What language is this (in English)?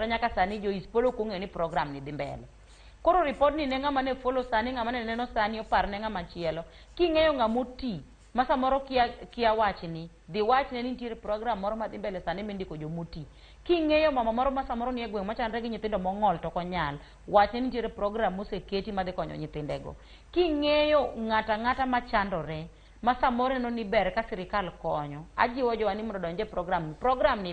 Luo (Kenya and Tanzania)